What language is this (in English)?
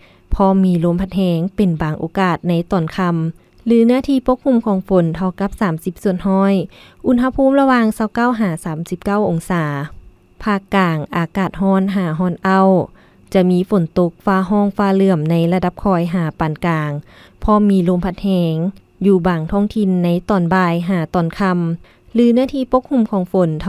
Lao